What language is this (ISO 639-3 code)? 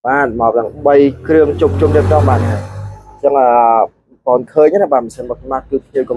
khm